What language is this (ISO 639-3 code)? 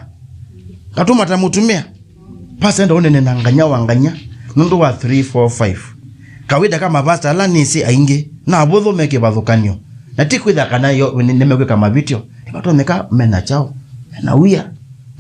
kam